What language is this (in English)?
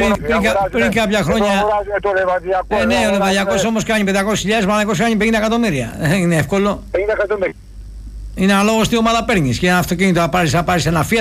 Greek